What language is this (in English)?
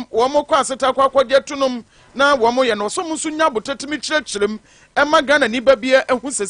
Akan